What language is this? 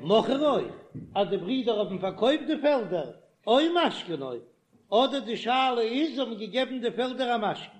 Yiddish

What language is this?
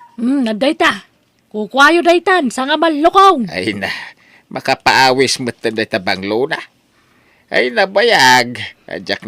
Iloko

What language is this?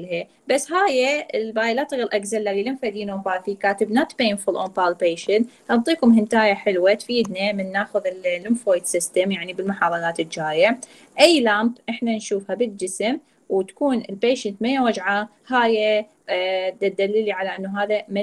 Mesopotamian Arabic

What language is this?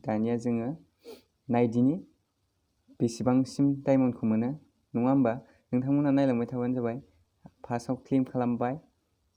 Bodo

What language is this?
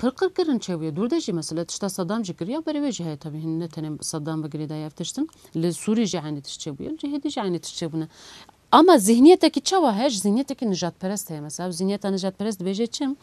Kurdish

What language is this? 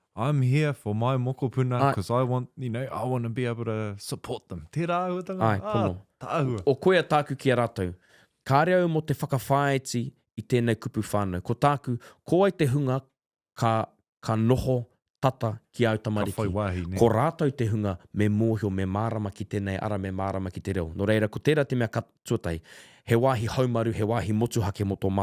Māori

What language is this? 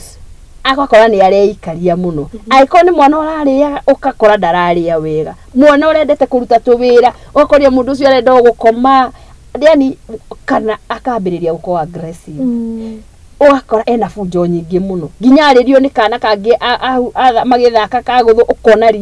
Kikuyu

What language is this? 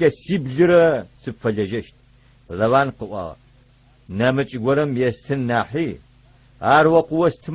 Adyghe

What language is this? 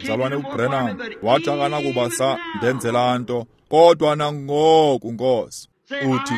Xhosa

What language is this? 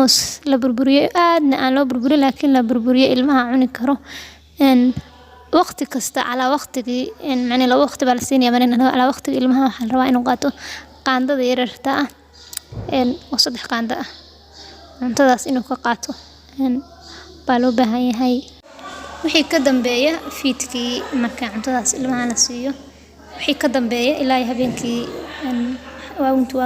Somali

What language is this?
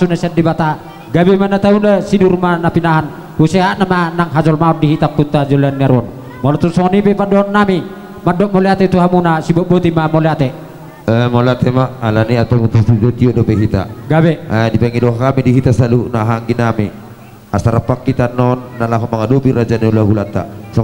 Batak Toba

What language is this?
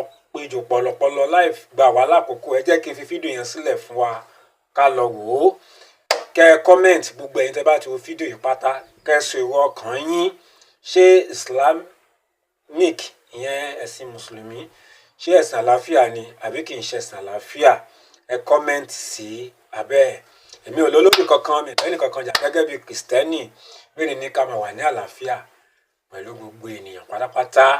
Yoruba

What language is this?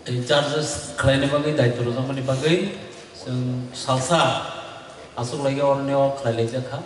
Kok Borok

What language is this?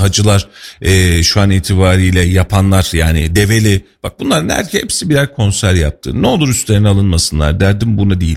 Turkish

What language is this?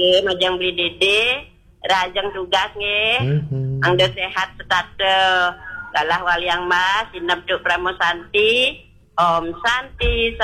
Balinese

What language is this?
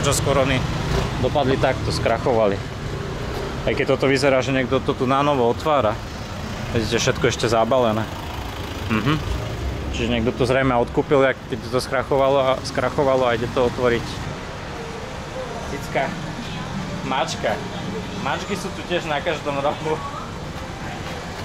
Slovak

